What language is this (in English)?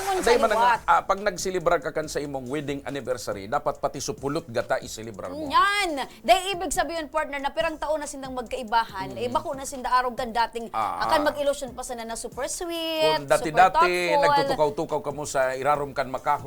Bikol